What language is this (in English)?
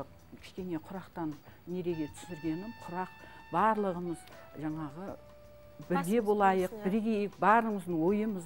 Kazakh